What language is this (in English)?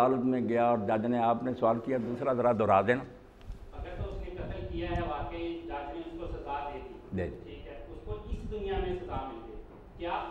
Urdu